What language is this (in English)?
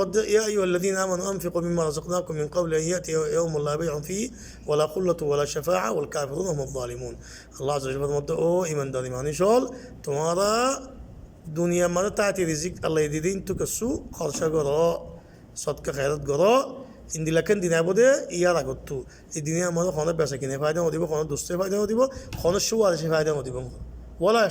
Rohingya